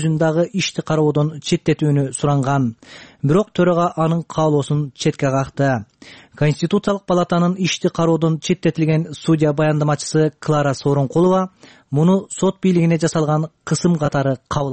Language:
Kyrgyz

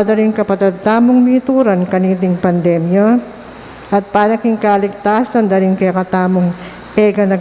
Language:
Pampanga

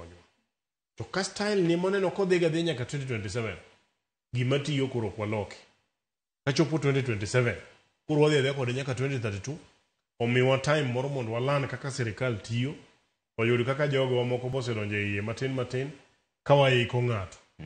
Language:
Luo (Kenya and Tanzania)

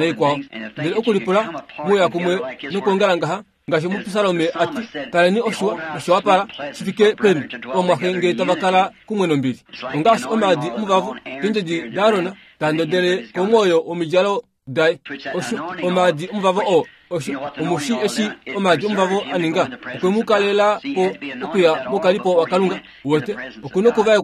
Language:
Kuanyama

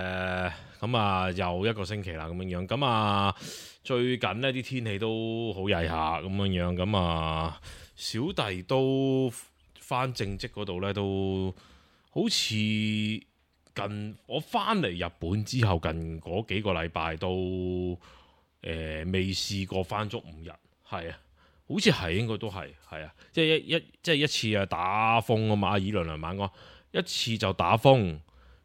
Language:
Cantonese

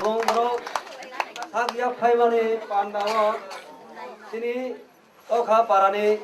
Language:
Riang (India)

